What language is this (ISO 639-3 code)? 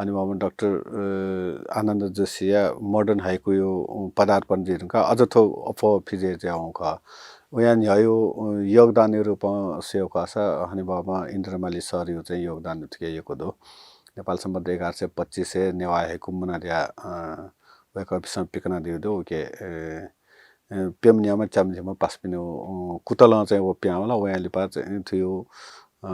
new